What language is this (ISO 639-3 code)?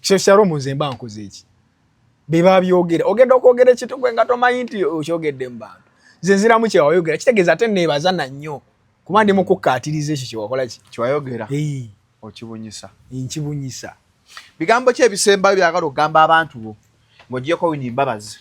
lug